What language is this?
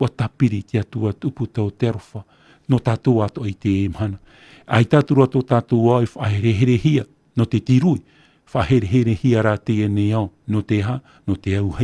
Tahitian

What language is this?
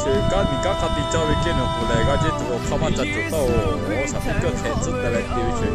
Lahu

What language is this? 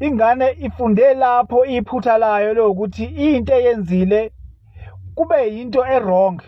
Zulu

